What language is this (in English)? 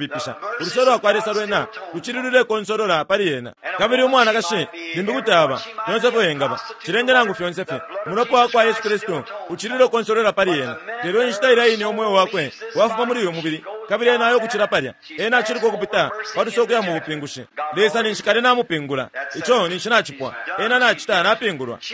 Bemba